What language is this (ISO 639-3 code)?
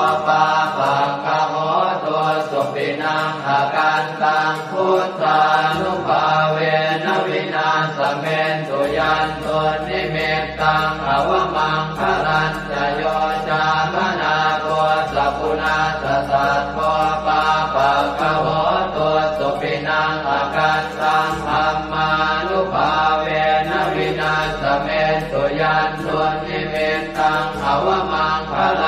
pli